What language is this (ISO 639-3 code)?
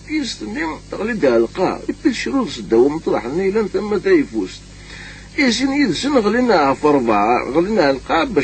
kab